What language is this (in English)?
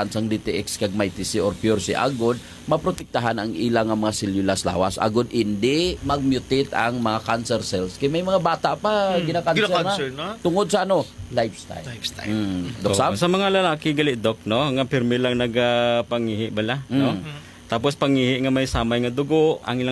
Hiligaynon